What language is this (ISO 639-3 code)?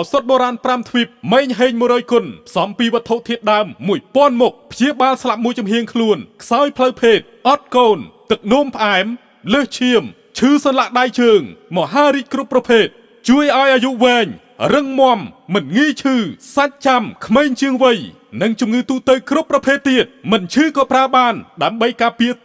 khm